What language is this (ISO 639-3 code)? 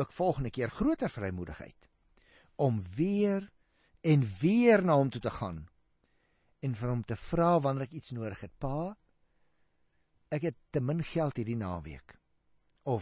afr